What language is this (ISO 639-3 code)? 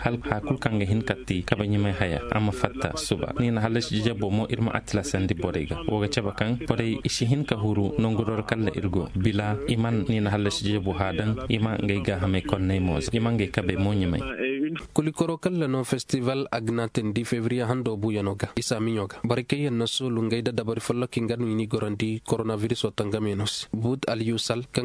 ses